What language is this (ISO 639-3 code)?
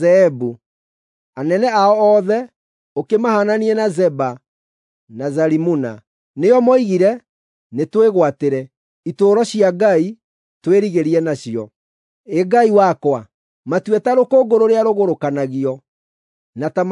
kik